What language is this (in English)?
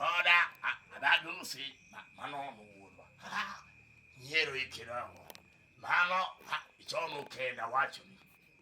Luo (Kenya and Tanzania)